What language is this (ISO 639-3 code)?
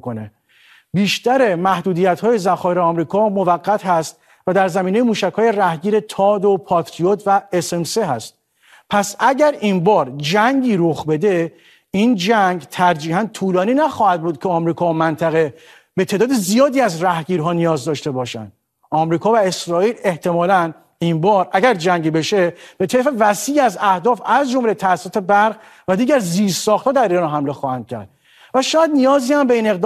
fas